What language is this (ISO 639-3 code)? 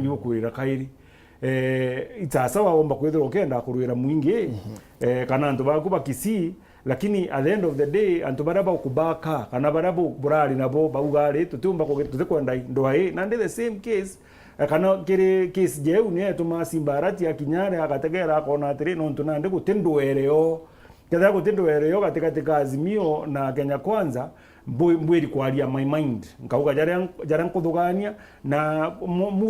mer